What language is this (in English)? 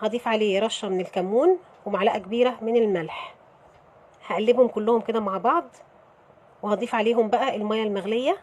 Egyptian Arabic